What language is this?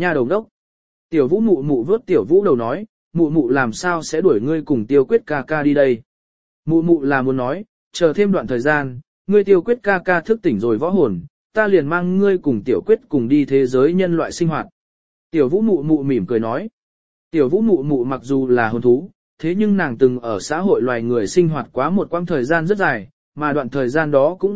Vietnamese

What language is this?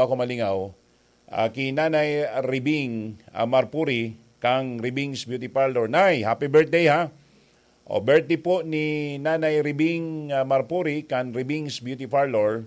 Bikol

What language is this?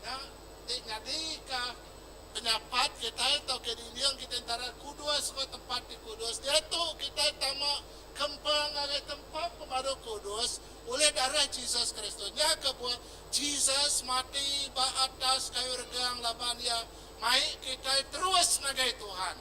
Iban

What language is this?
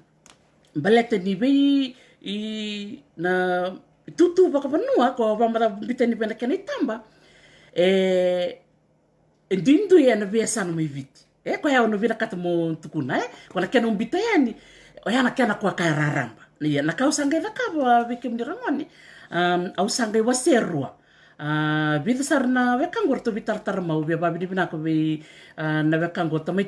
Fijian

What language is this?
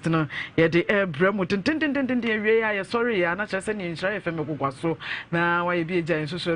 Akan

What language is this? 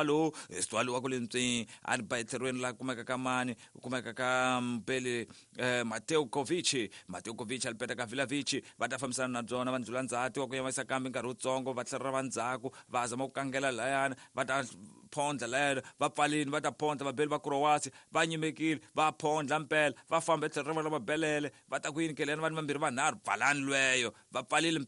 Tsonga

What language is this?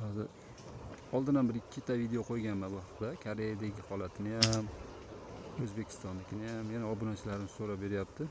Uzbek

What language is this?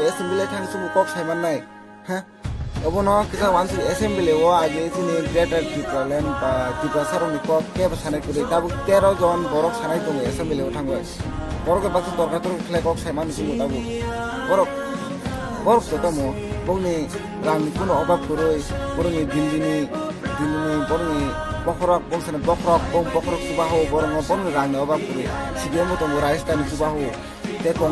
Kok Borok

